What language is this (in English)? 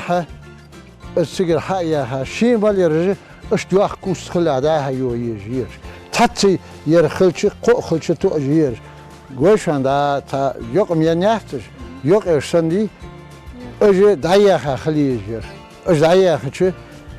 Ingush